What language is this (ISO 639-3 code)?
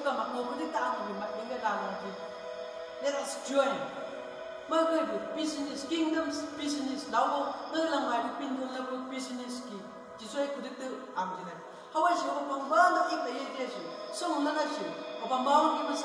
nbc